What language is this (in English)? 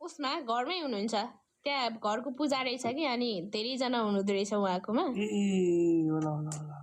Nepali